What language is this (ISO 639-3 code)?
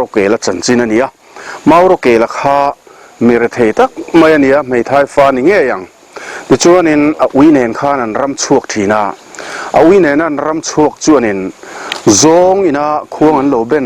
lus